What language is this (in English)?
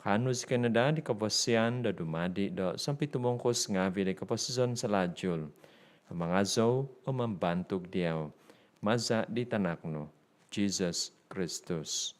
Central Dusun